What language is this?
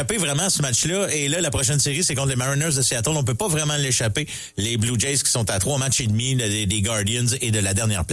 French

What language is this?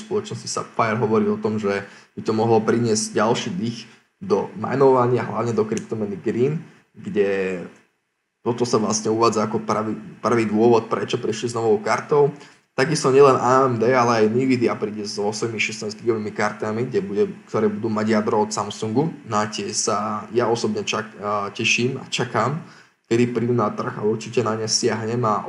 Slovak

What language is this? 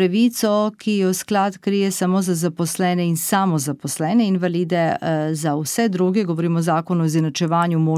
Slovenian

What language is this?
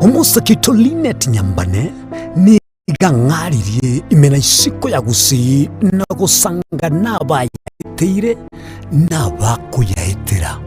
Gusii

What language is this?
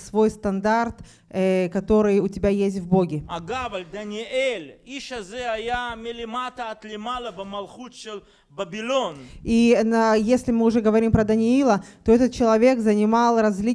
Russian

